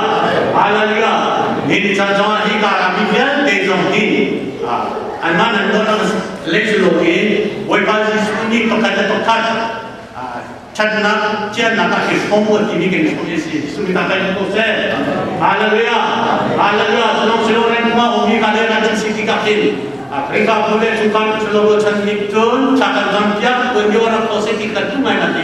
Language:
Hakha Chin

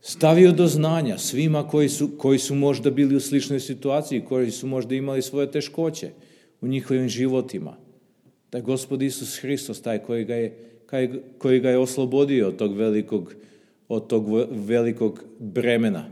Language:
Serbian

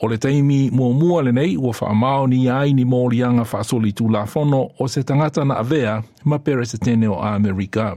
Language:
Samoan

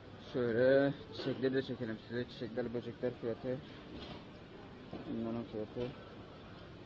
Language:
Turkish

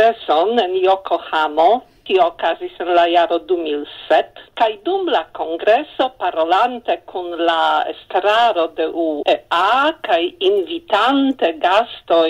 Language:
Esperanto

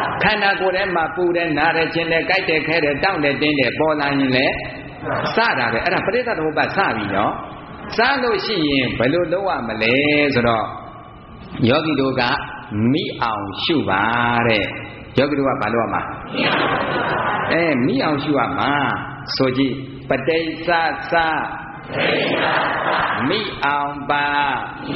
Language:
Burmese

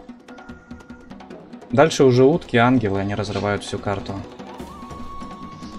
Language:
Russian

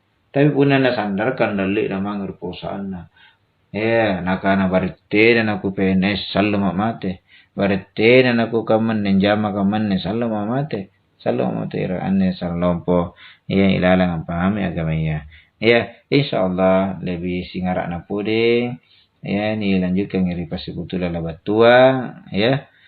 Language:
Makasar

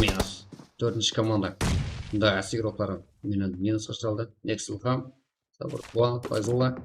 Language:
Kara-Kalpak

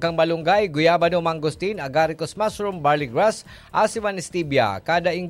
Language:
Bikol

